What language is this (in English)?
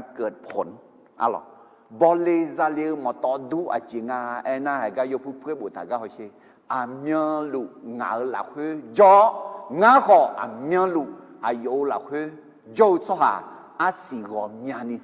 Akha